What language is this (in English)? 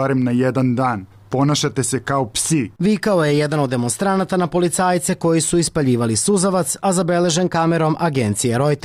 Serbian